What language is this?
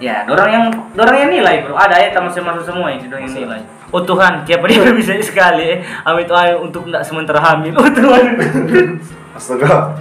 Manado Malay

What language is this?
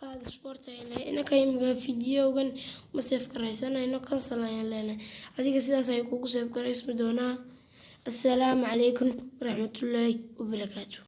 Somali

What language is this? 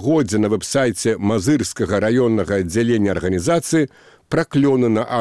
Belarusian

